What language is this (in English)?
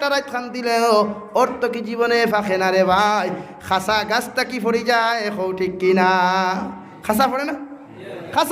Sylheti